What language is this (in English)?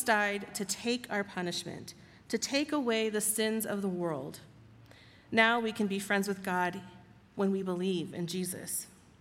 English